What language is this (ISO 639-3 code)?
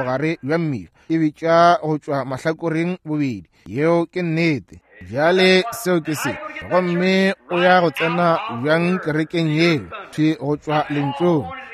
nso